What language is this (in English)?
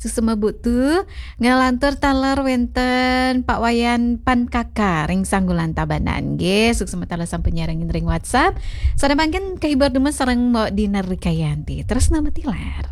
Balinese